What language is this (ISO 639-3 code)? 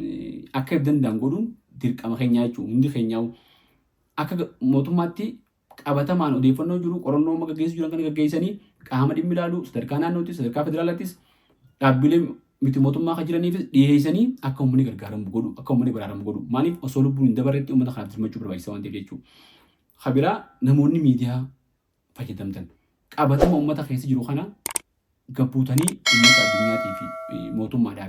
orm